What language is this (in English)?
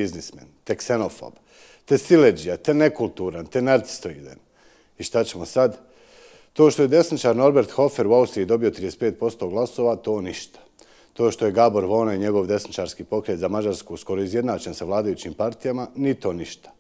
Bosnian